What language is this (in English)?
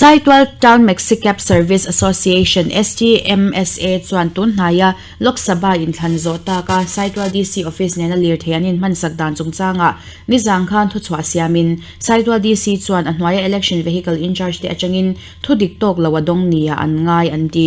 Mizo